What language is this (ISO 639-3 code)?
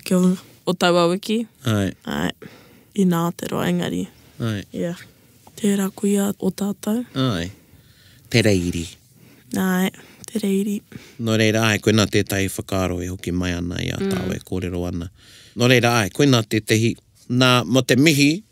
mri